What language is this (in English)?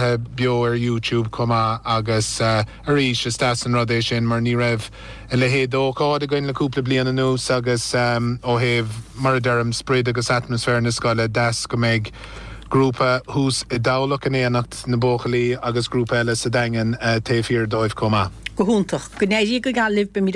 Irish